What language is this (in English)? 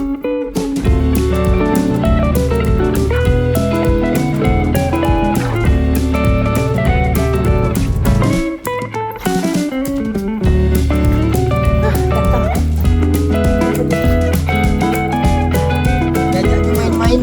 Minangkabau